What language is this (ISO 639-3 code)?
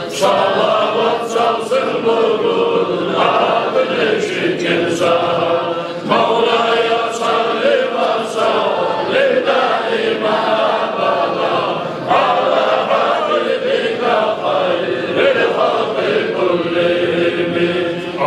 kum